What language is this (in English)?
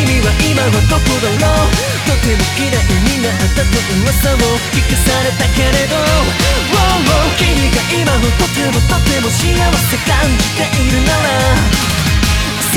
Japanese